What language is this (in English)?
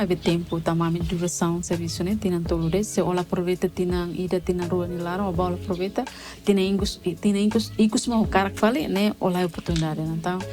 Tetum